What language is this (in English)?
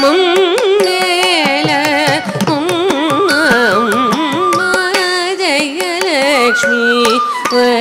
Telugu